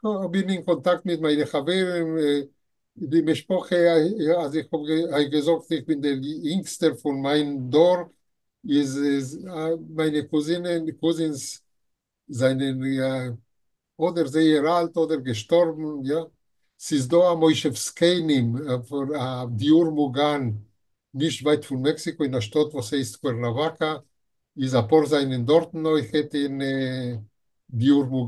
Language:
Yiddish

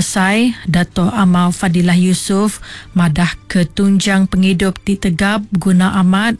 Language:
Iban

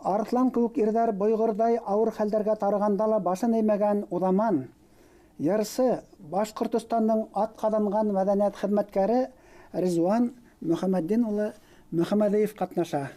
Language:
Bashkir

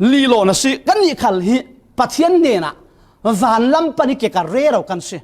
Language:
Falam Chin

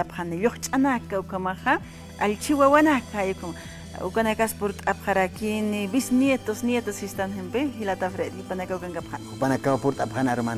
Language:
Aymara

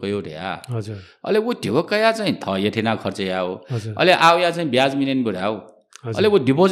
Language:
Newari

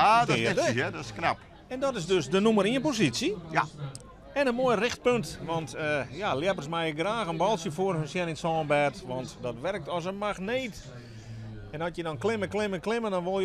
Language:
Western Frisian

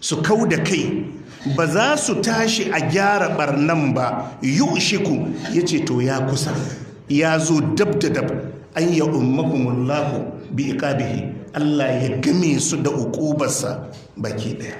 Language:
Hausa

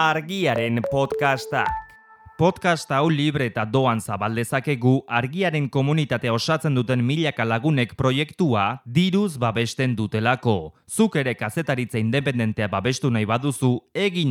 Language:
Basque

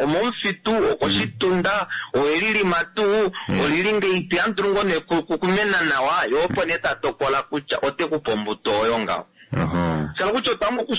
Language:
Kuanyama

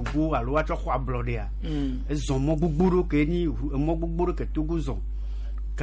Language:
Gen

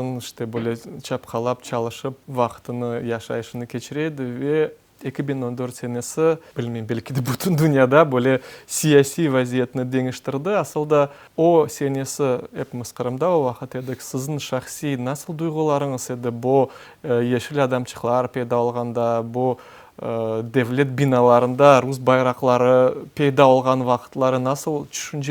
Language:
Crimean Tatar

